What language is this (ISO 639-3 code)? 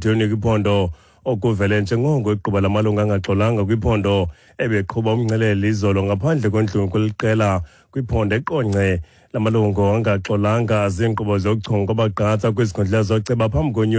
xho